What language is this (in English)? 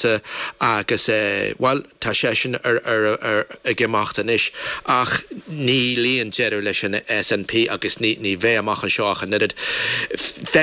Irish